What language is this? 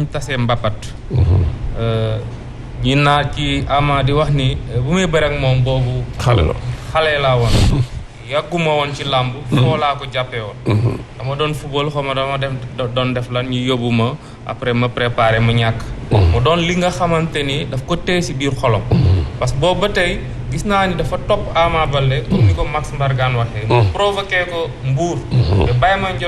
Wolof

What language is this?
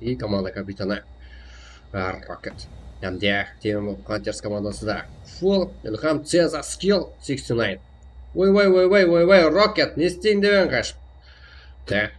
Kara-Kalpak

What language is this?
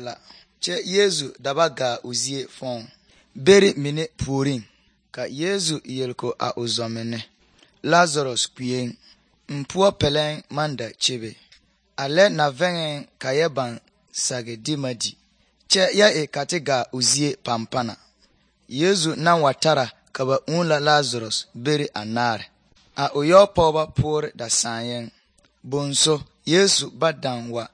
Southern Dagaare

